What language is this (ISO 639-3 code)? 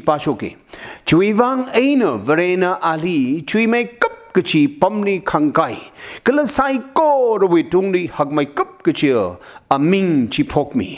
nmf